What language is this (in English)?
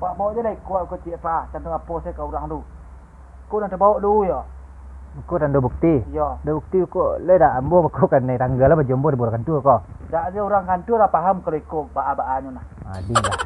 Minangkabau